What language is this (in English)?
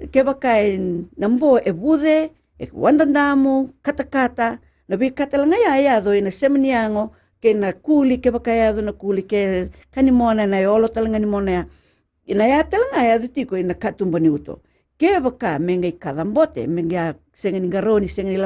Fijian